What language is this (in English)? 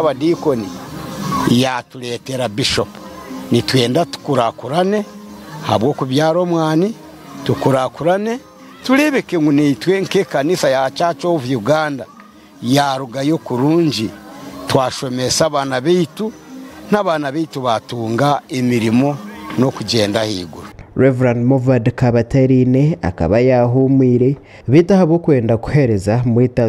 Nyankole